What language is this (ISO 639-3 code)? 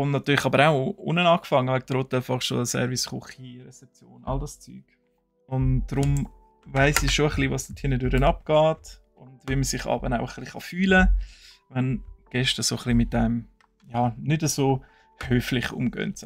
gsw